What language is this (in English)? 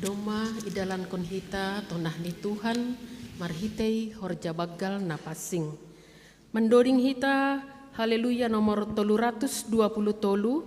Batak Simalungun